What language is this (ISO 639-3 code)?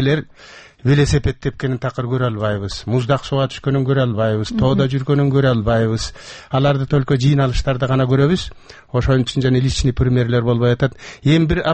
kir